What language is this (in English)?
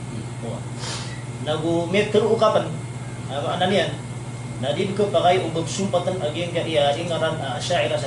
Maranao